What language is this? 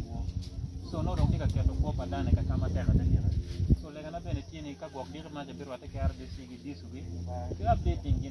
Acoli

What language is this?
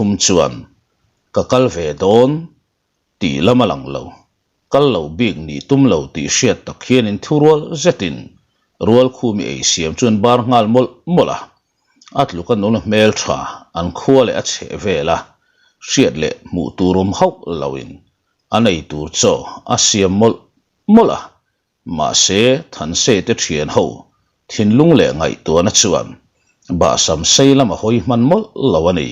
Mizo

